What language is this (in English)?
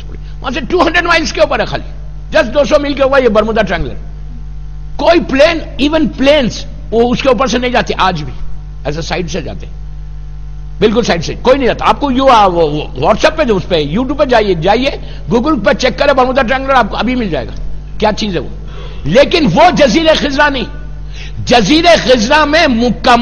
Urdu